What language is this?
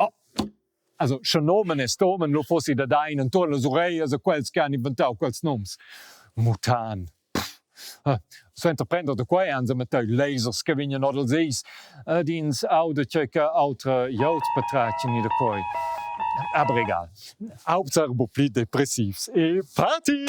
Romansh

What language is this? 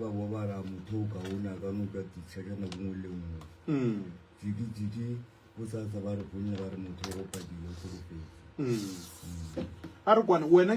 Northern Sotho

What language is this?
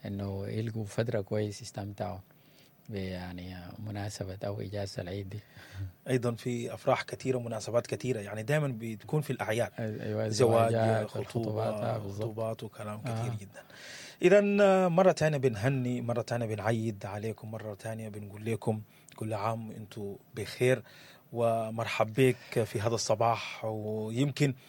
Sudanese Arabic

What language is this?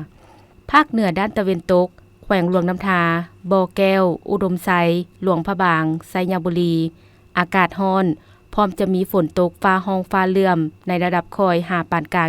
Lao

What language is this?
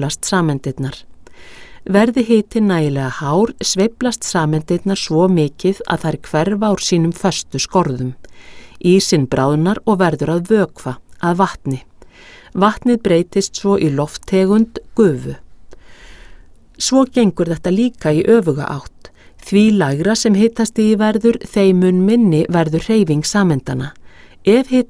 Icelandic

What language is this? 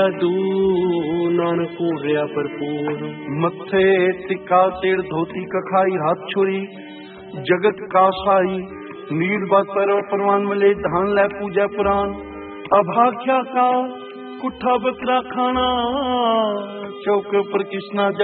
Punjabi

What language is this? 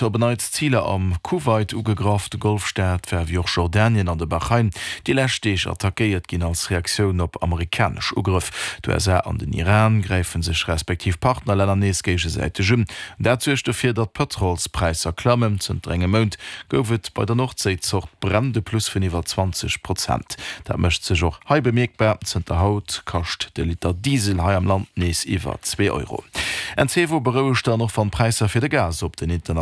Luxembourgish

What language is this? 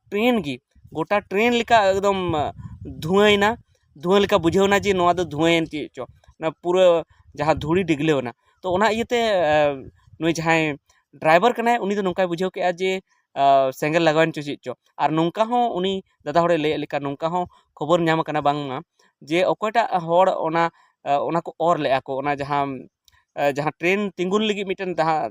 Santali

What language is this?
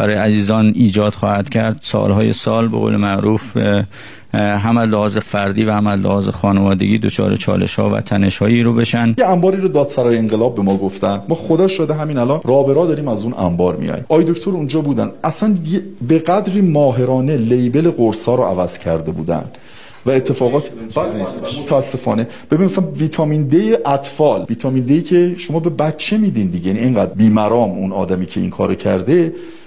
Persian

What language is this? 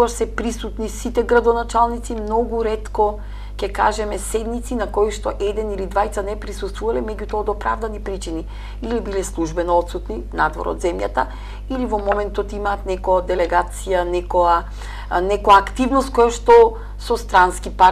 Macedonian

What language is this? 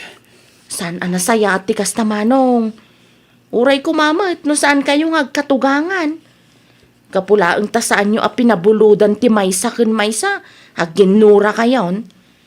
Iloko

